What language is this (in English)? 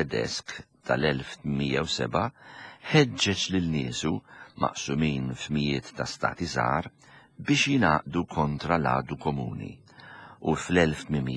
Maltese